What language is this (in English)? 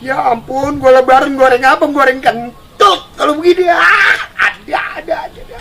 Betawi